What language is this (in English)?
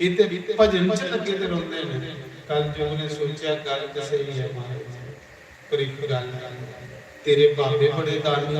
Dogri